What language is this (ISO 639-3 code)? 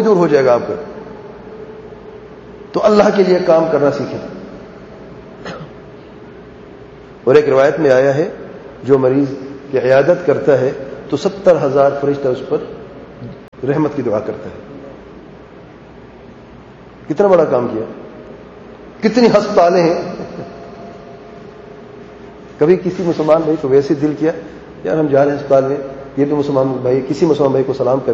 urd